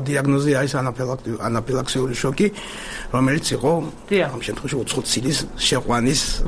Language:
Georgian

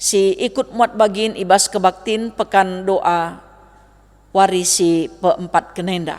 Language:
Batak Karo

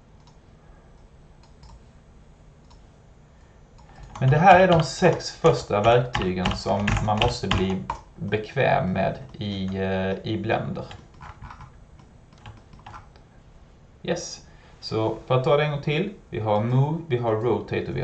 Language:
Swedish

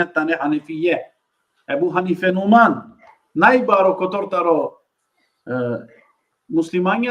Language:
Balkan Romani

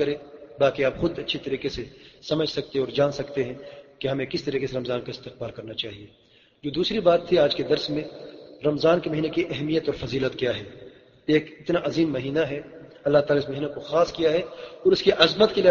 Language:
Urdu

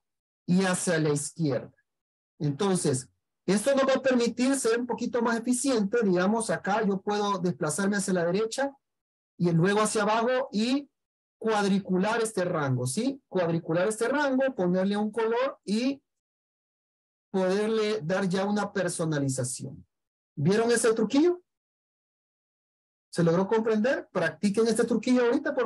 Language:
Spanish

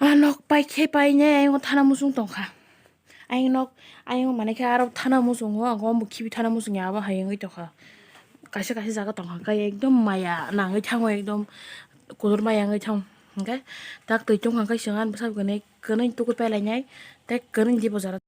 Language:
Kok Borok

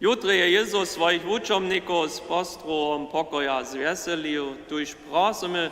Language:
Upper Sorbian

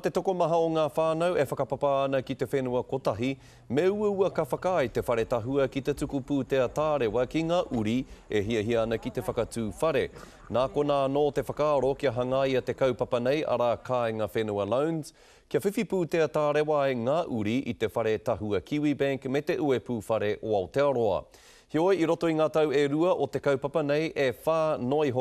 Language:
Māori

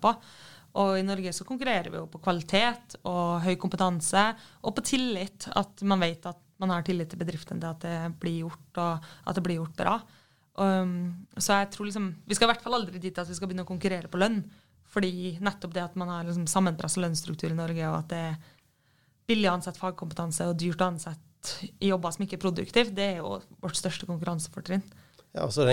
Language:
Norwegian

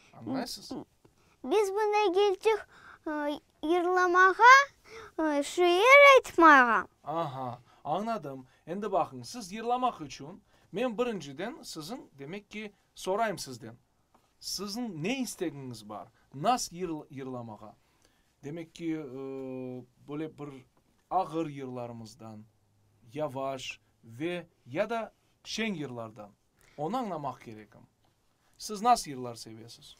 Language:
Crimean Tatar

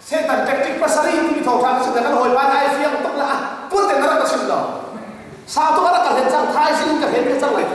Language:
Hakha Chin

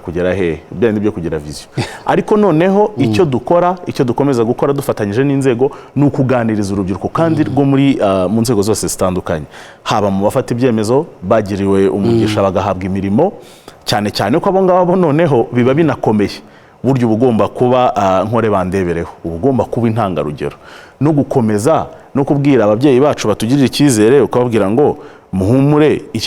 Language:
Kinyarwanda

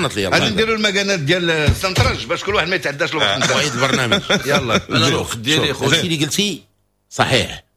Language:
Moroccan Arabic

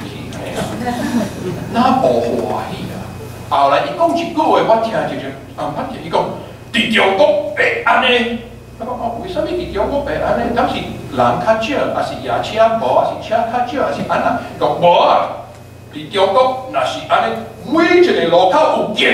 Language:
Min Nan Chinese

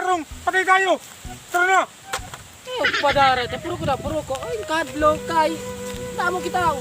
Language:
Waray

